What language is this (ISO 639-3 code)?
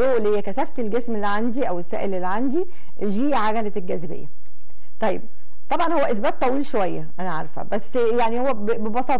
arz